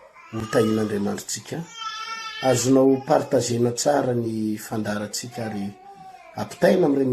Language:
Malagasy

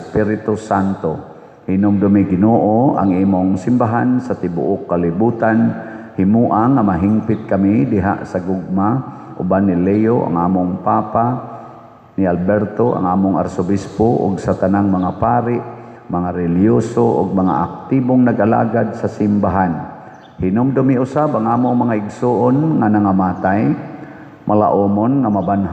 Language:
Cebuano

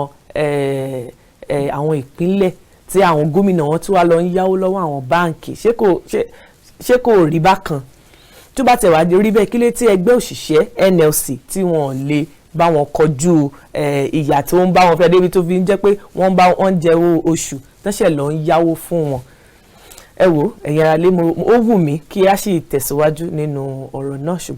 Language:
Yoruba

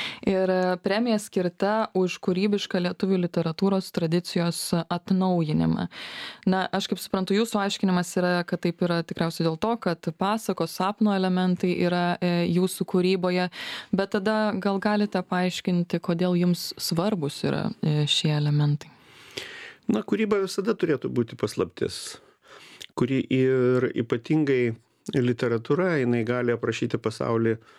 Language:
Lithuanian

